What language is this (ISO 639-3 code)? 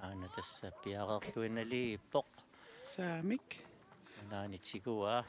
kal